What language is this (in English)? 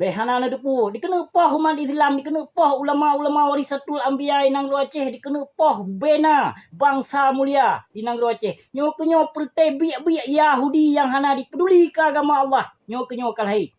Achinese